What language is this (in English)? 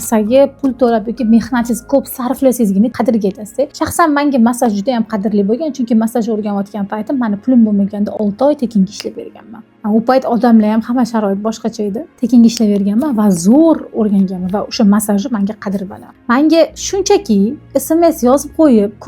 Uzbek